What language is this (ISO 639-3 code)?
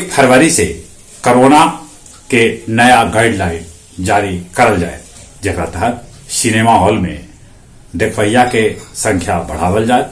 mag